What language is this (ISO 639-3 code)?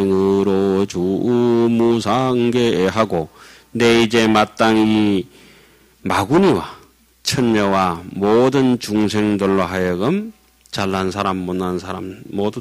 kor